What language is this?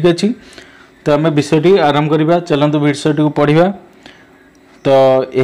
Odia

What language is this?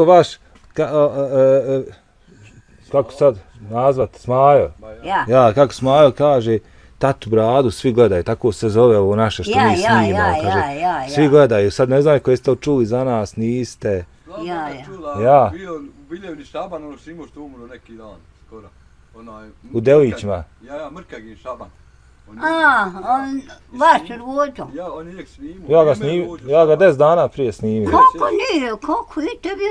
Bosnian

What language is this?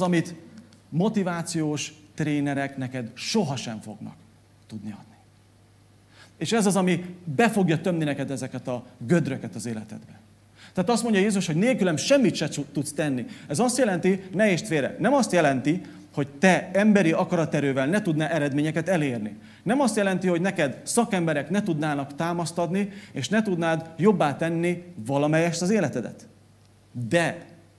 Hungarian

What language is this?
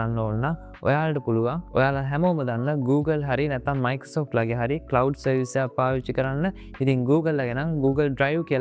Sinhala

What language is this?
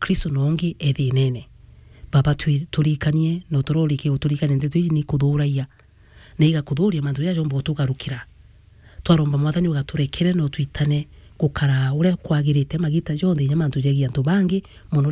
Meru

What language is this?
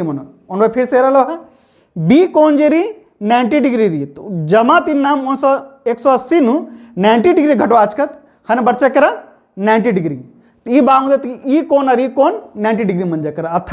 Kurukh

